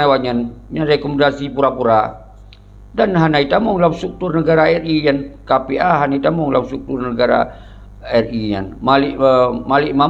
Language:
Achinese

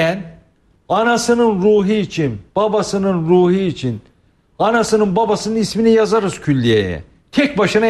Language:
Turkish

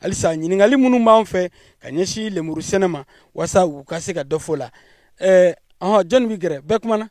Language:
Bambara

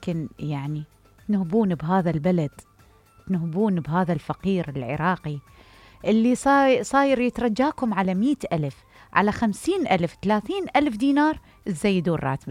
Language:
Mesopotamian Arabic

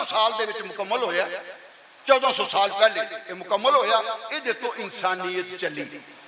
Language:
Western Panjabi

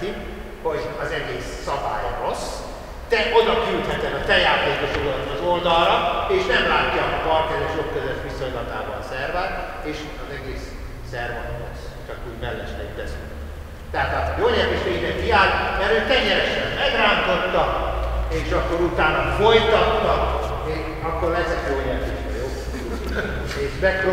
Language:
Hungarian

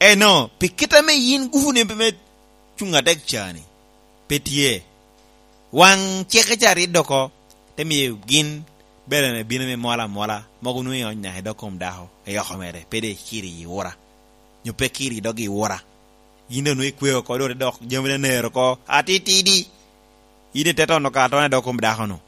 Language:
Lango (Uganda)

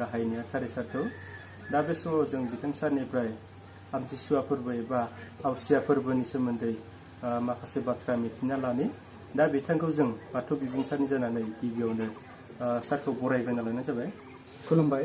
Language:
Bodo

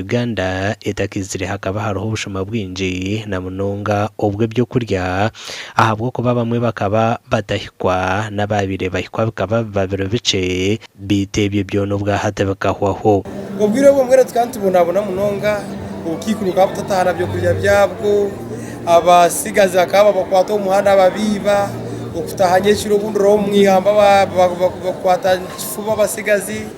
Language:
Nyankole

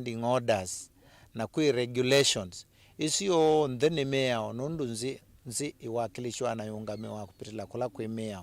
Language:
Kamba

